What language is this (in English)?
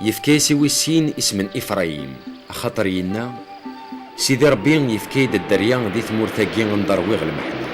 Kabyle